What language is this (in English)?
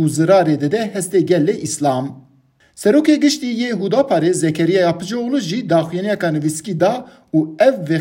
Kurdish